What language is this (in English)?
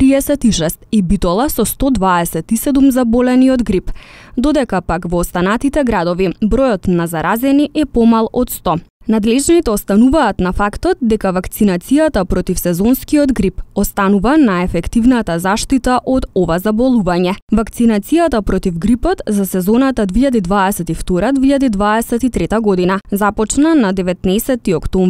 Macedonian